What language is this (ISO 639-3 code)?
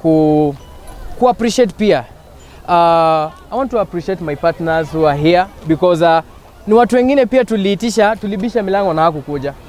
guz